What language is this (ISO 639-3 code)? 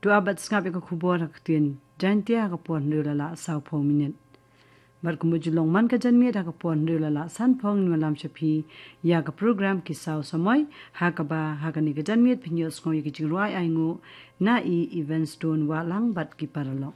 kha